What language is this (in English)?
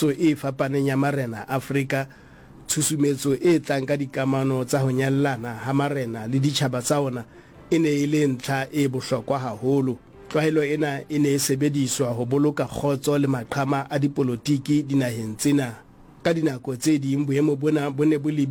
Southern Sotho